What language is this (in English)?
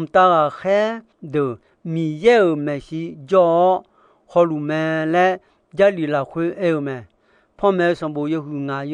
Akha